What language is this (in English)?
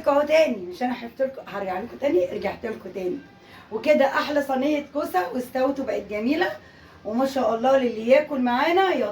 Egyptian Arabic